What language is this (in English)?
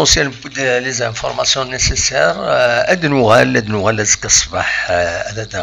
Kabyle